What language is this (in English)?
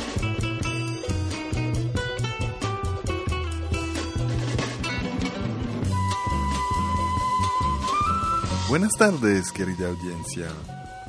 Spanish